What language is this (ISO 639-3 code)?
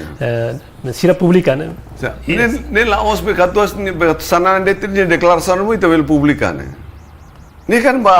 tet